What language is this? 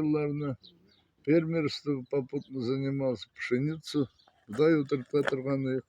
Bashkir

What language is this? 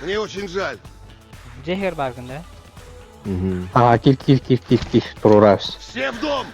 Yakut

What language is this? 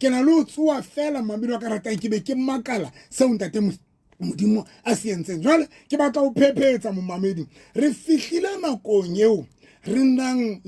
Southern Sotho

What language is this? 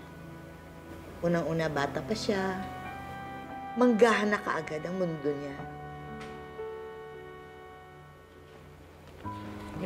Filipino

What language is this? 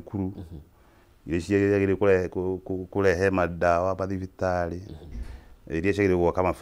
Kikuyu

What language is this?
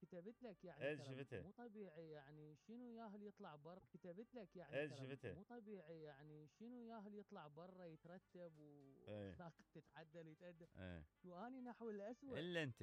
Mesopotamian Arabic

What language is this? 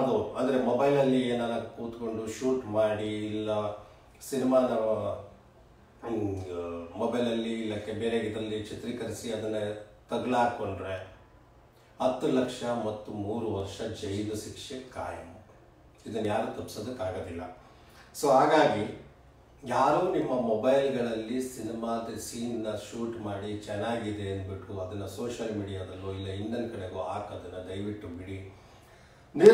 Kannada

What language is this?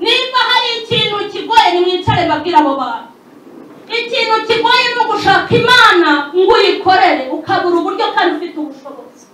Kinyarwanda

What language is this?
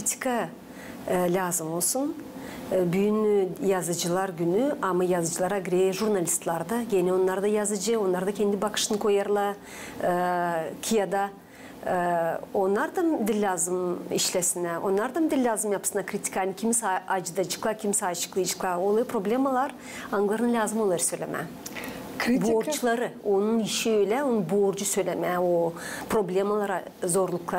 Gagauz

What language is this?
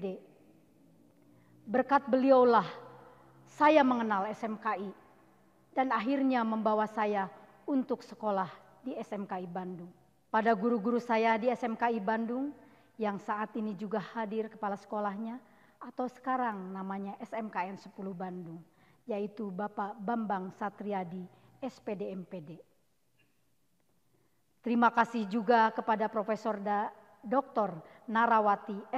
Indonesian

